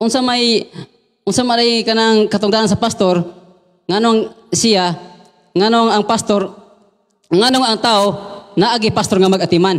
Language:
Cebuano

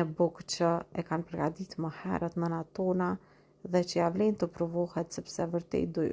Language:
Albanian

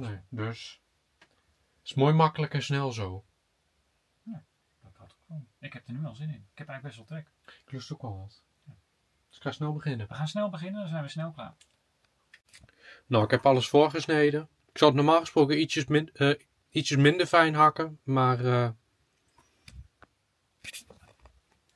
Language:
Dutch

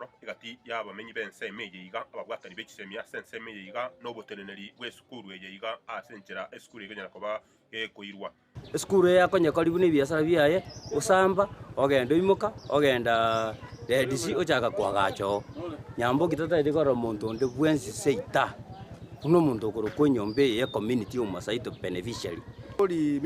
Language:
Gusii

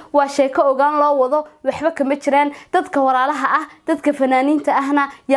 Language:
Somali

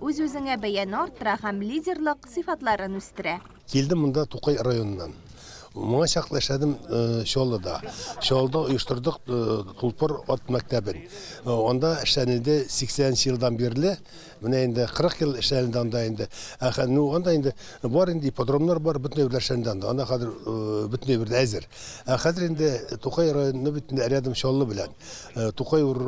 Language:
Tatar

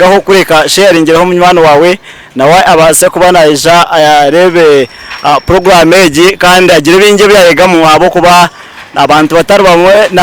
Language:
Nyankole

